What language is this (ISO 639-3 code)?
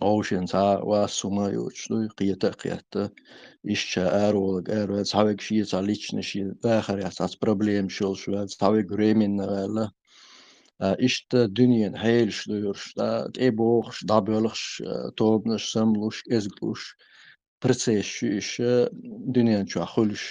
che